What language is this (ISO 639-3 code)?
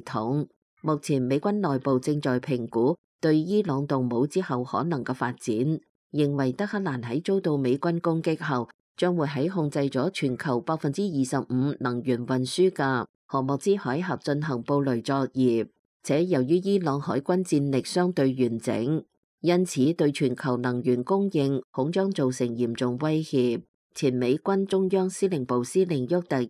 yue